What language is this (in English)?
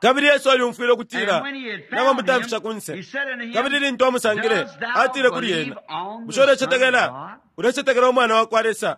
Bemba